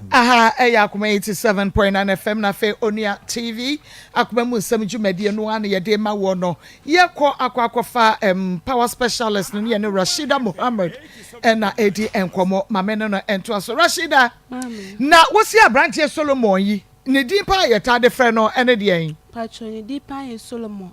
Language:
Akan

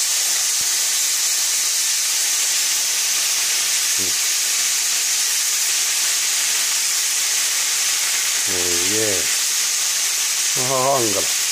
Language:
Finnish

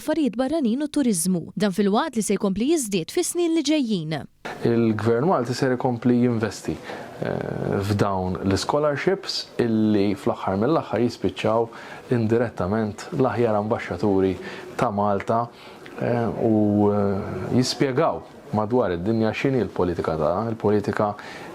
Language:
Maltese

